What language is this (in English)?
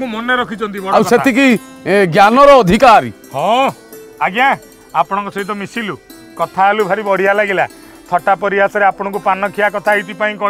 Odia